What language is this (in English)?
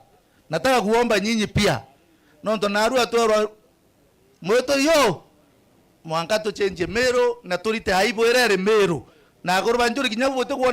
Meru